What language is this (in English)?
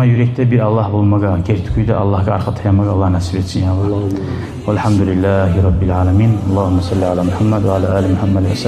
Kumyk